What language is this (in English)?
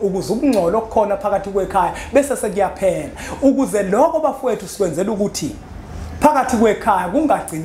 Zulu